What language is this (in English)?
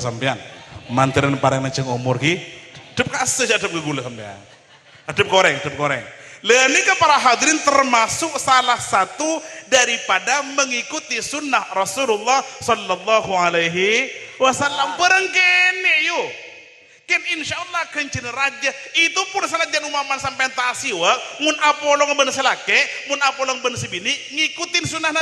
Madurese